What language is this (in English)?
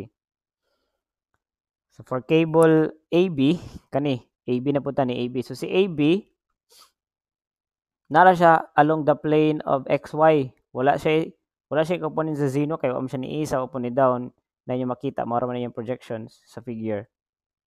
Cebuano